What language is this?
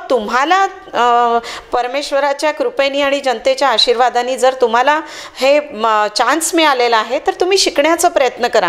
Marathi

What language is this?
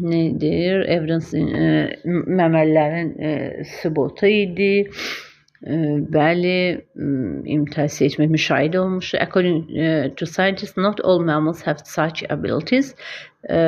Azerbaijani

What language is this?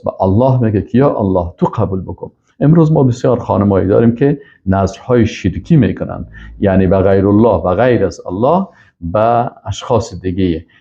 Persian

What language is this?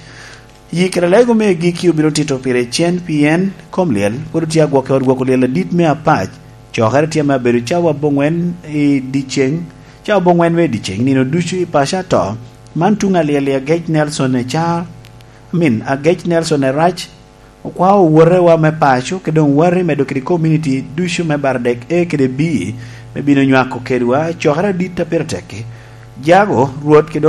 Lango (Uganda)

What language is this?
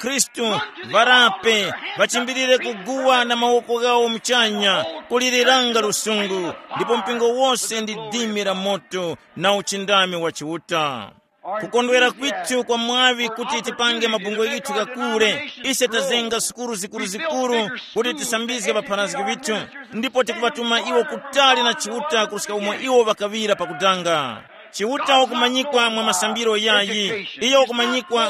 Tumbuka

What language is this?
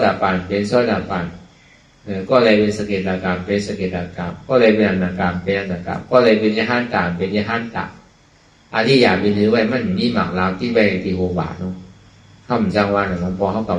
Shan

